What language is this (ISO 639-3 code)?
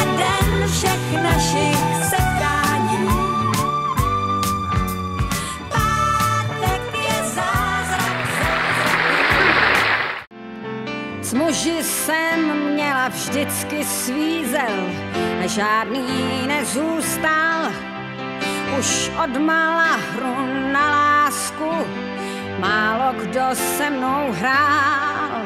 ces